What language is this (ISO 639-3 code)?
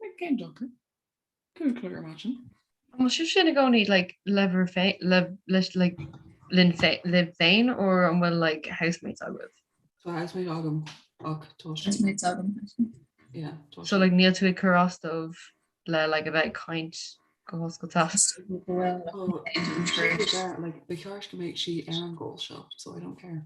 gle